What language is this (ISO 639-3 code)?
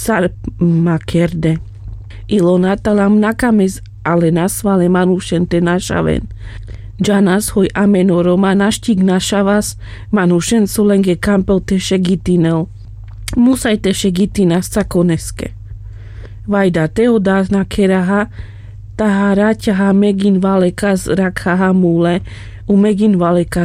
rmc